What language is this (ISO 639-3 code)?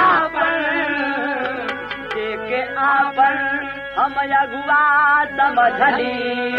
bho